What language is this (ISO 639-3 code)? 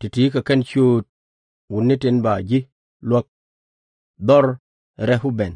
nus